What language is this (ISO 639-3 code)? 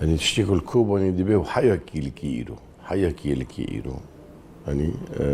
kur